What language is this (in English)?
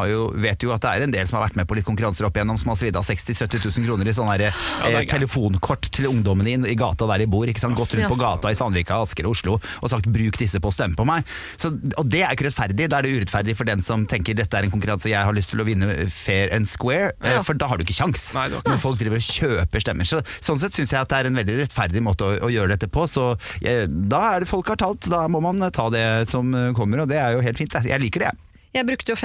Norwegian